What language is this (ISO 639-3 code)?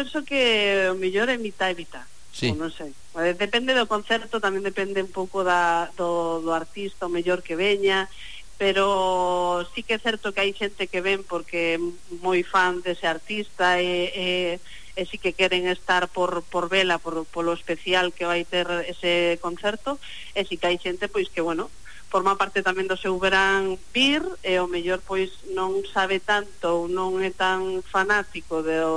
glg